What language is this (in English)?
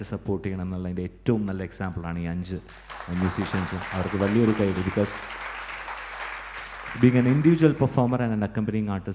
Malayalam